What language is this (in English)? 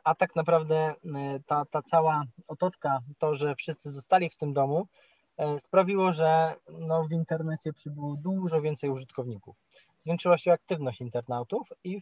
Polish